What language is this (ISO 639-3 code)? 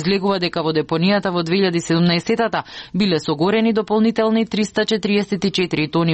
mkd